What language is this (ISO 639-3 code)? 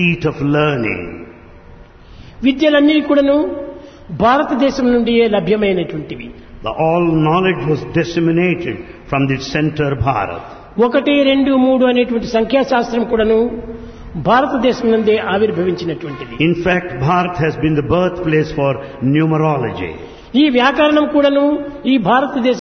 tel